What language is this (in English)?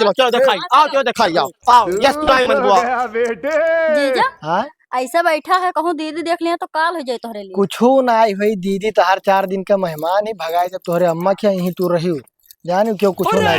Awadhi